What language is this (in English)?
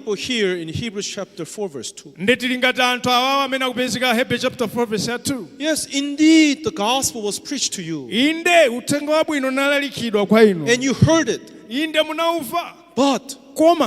Nyanja